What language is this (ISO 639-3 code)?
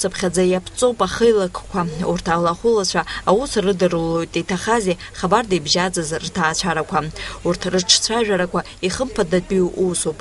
abk